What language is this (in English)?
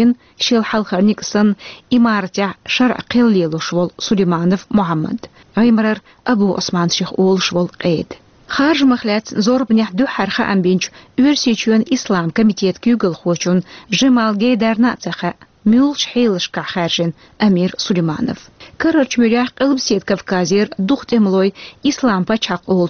Chechen